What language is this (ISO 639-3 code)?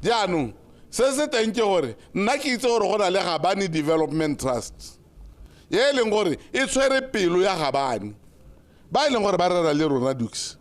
tsn